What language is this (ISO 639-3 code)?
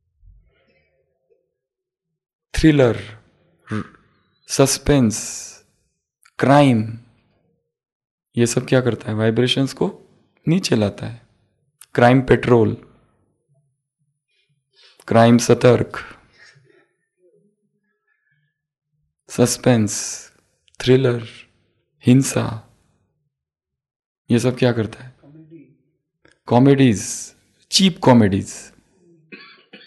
hin